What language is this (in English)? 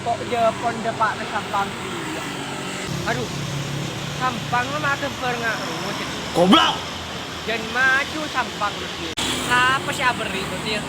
Madurese